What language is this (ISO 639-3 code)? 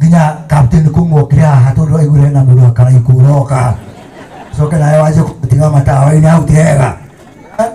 kik